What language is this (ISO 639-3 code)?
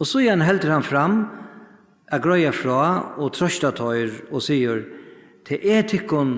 fao